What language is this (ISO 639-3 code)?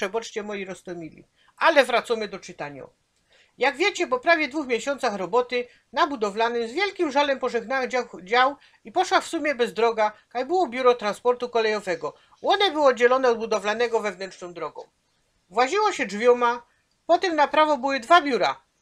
szl